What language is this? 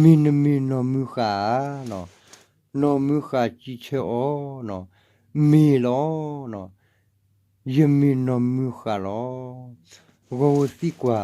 S'gaw Karen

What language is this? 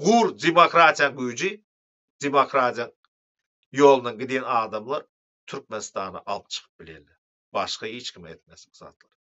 Turkmen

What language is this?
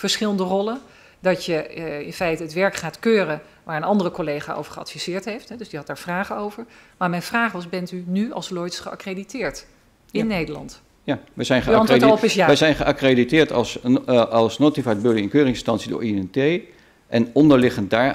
Dutch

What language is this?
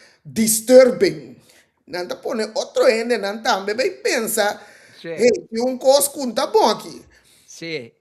Papiamento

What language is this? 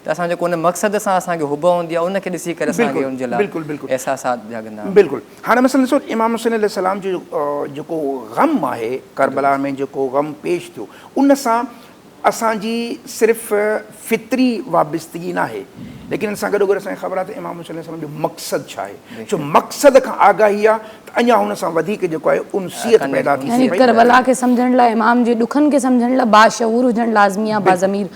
Sindhi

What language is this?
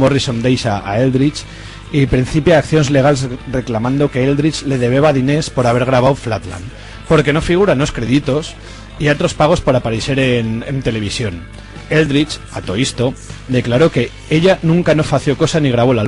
Aragonese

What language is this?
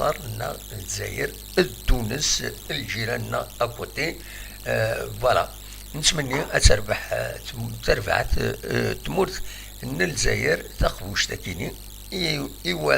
Kabyle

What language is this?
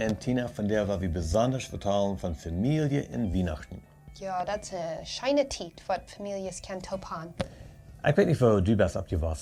Plautdietsch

